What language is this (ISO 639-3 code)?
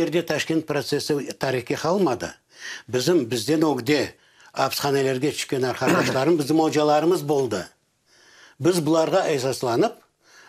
crh